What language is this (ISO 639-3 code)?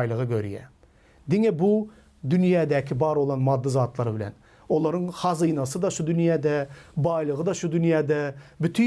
tuk